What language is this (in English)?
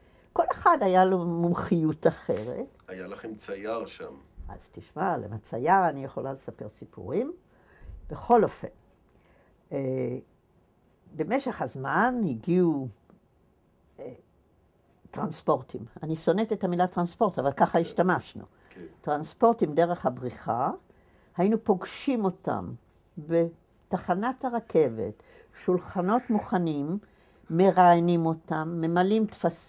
Hebrew